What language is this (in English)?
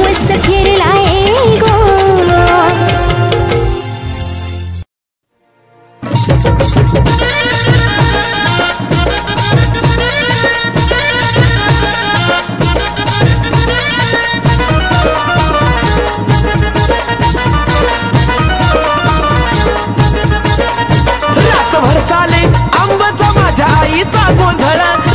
Marathi